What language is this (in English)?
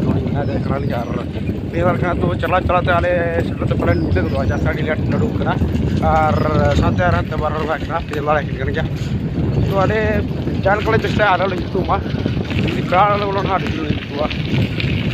Santali